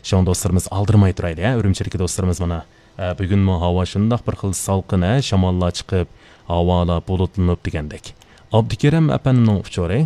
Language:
Uyghur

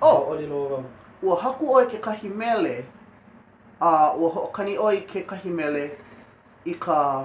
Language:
Hawaiian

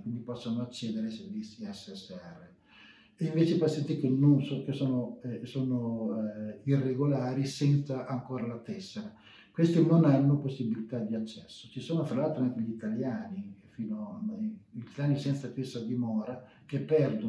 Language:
Italian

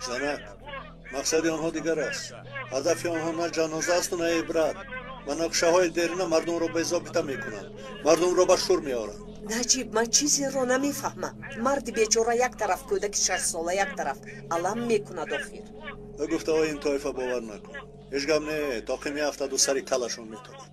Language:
Tajik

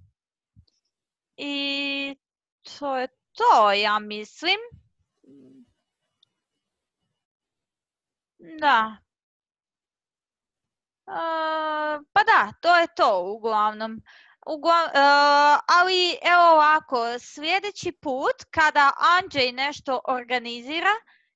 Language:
Croatian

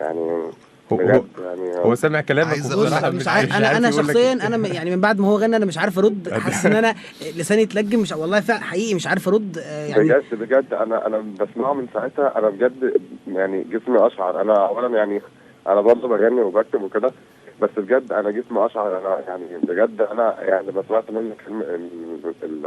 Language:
Egyptian Arabic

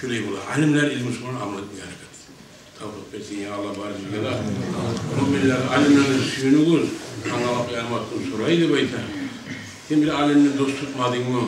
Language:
Kumyk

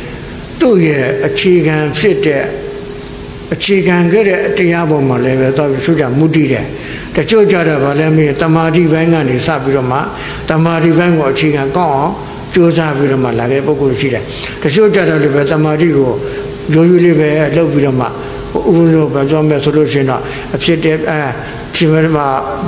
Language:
Burmese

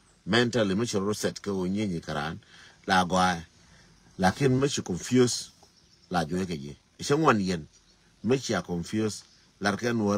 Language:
Nuer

